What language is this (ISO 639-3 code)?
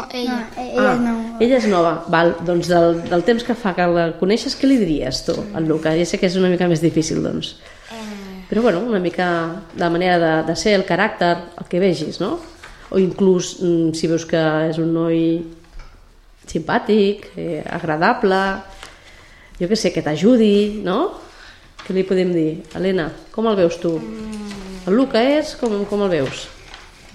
cat